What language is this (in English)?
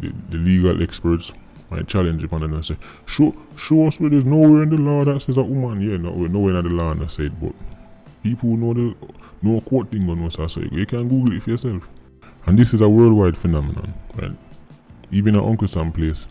Jamaican Creole English